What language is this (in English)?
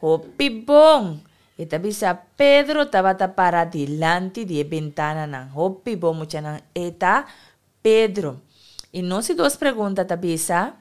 Papiamento